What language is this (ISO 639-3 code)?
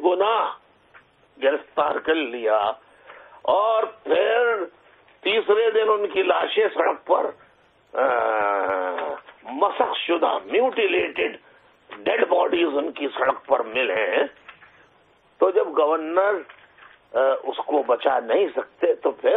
urd